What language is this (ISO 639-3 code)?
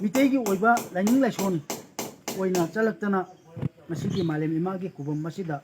mni